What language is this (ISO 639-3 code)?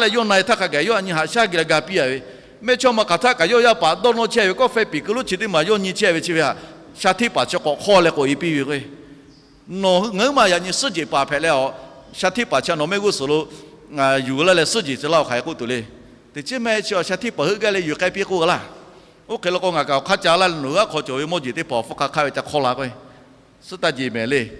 lhu